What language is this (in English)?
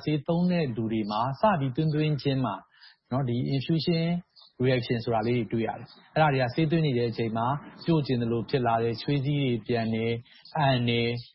Burmese